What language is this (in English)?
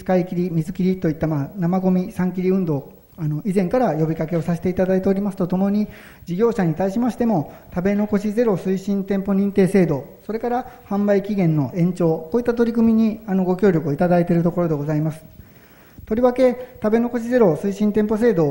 Japanese